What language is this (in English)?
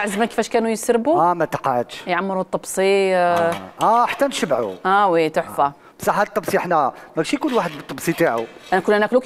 Algerian Arabic